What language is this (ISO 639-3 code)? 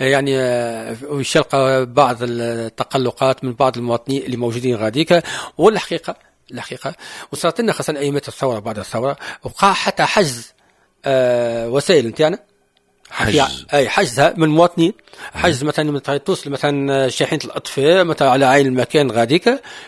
aeb